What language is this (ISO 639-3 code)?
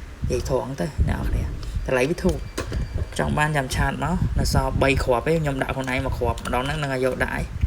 khm